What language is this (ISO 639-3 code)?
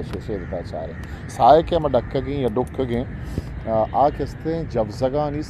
bal